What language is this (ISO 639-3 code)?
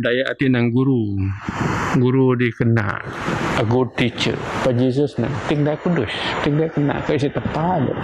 bth